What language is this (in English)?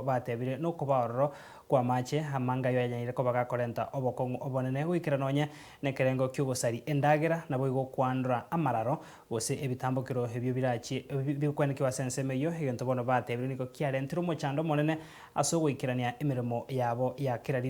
Gusii